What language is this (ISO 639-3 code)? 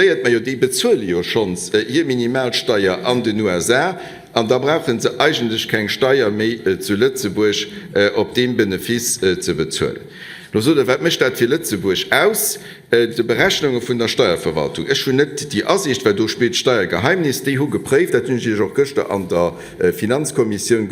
ltz